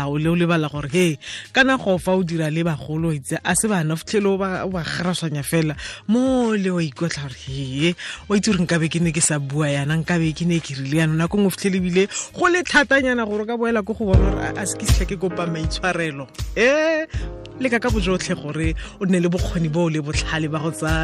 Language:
Tswana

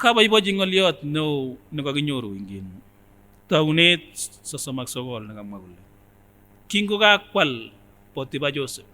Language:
Kipsigis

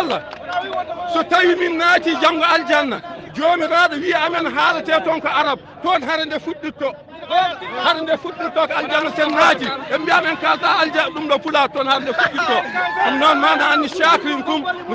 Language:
Fula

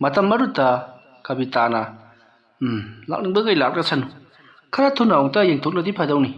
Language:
Manipuri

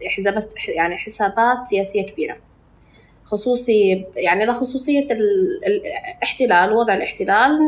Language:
North Levantine Arabic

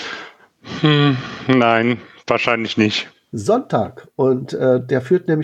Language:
German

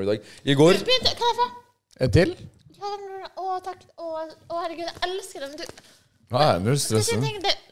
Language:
Norwegian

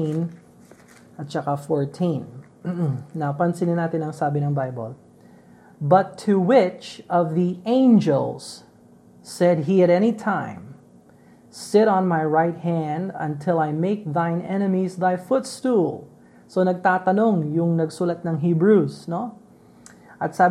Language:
Filipino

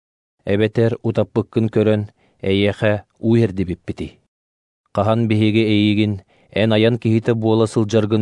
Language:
Yakut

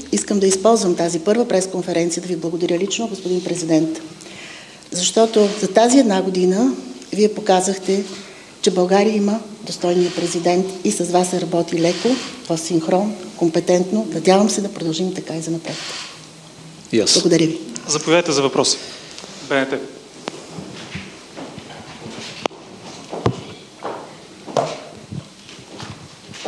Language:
Bulgarian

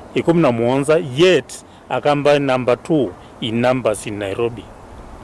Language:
Kamba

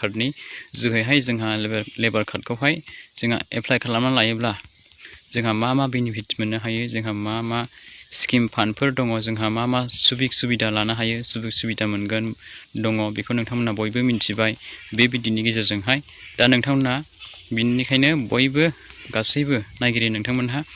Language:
Bodo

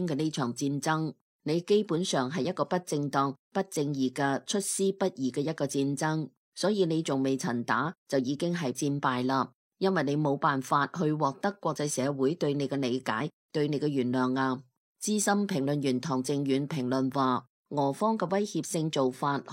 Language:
Cantonese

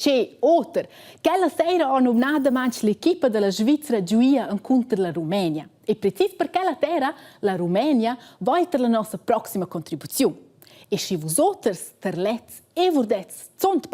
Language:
Romansh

